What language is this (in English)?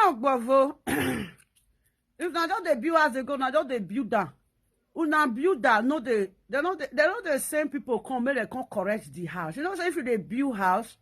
Nigerian Pidgin